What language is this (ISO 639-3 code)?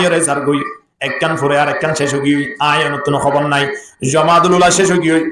rhg